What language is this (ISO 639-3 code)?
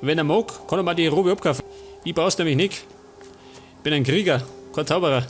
bar